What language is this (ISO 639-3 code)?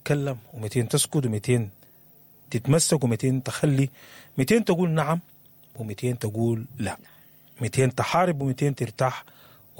apd